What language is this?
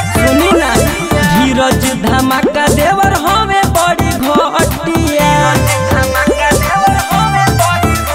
Bhojpuri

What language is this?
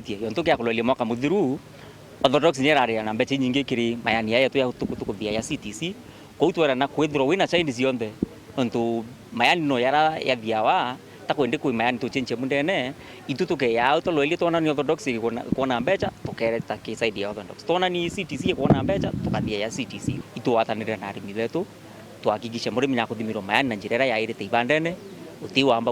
Meru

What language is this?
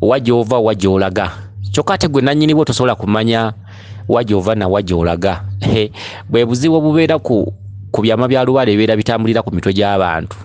Ganda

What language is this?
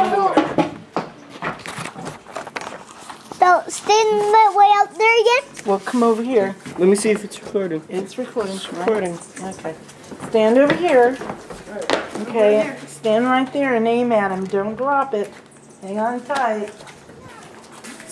English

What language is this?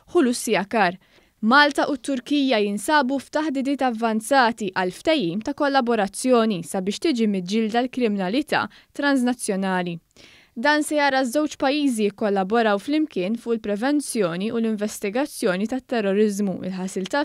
Maltese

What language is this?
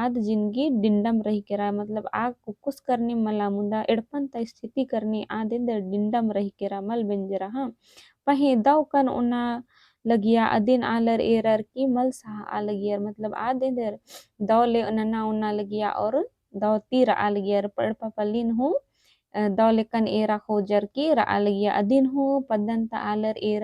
Kurukh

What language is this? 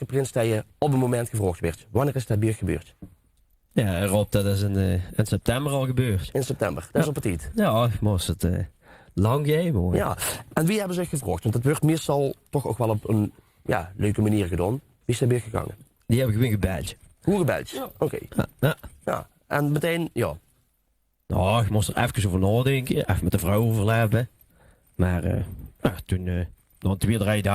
Limburgish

